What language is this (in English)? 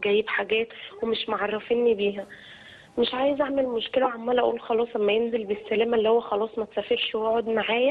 Egyptian Arabic